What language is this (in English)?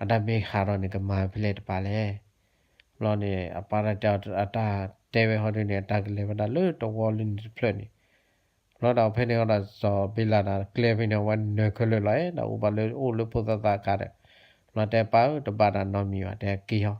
S'gaw Karen